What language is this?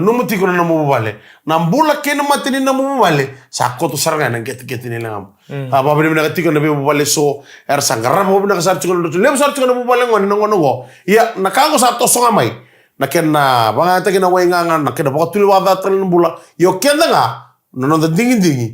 Fijian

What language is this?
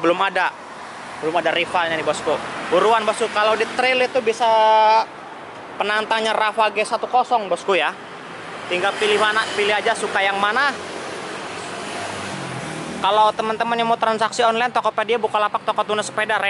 Indonesian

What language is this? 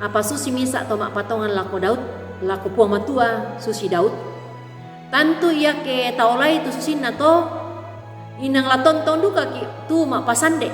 Toraja-Sa'dan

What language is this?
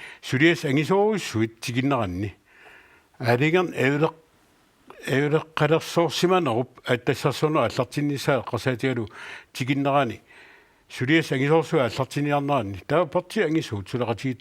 Kalaallisut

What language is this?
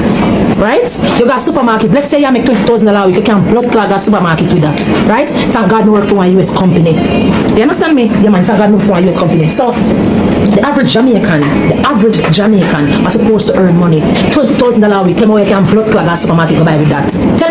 Jamaican Creole English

